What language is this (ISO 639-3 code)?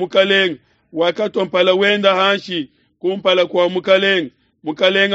lua